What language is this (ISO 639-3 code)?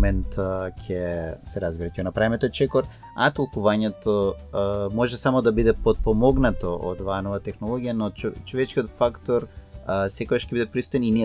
mkd